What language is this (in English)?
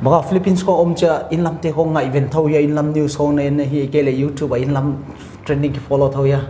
Paite Chin